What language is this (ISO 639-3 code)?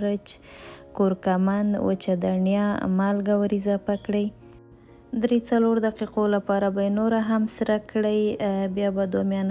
pus